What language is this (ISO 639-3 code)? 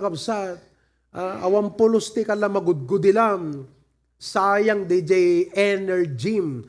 ilo